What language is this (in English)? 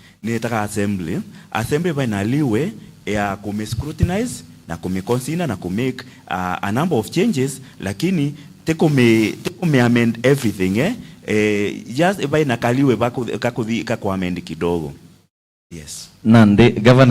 Meru